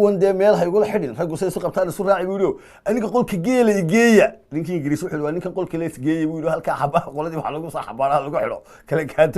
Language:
Somali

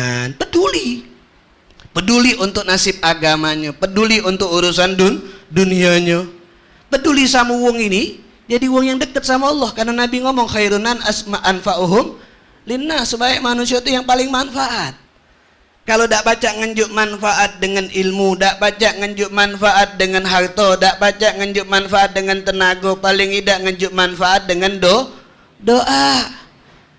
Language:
Musi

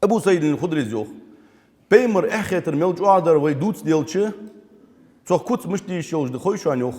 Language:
Ingush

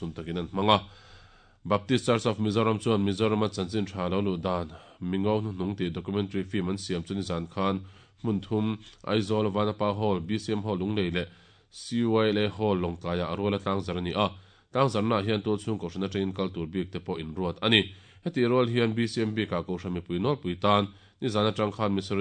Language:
Mizo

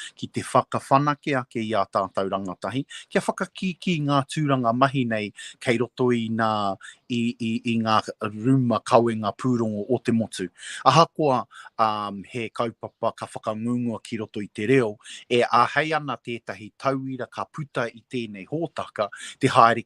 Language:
Māori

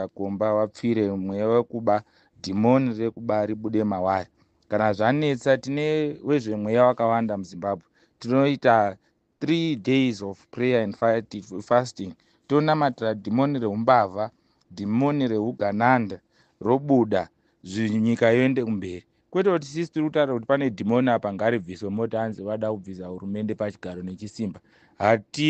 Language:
Shona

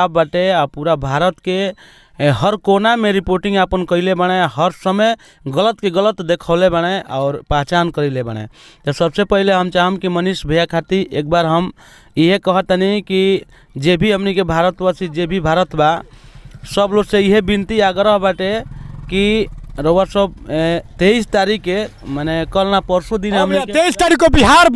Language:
Bhojpuri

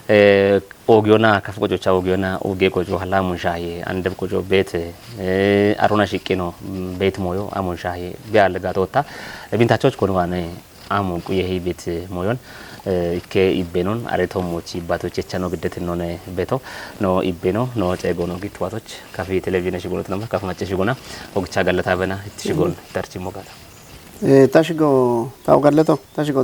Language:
Kafa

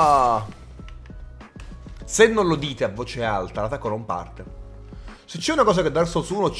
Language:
Italian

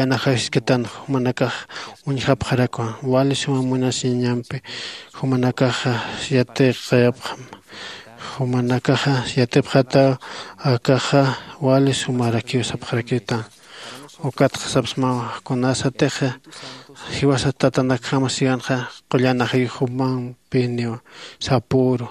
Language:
Aymara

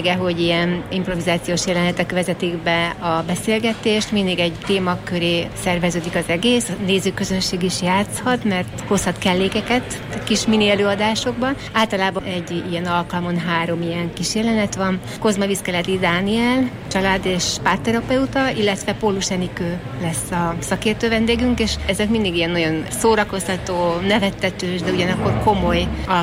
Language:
Hungarian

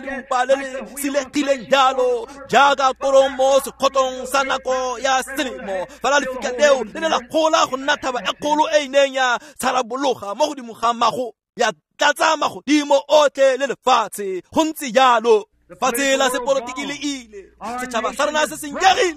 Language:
Tswana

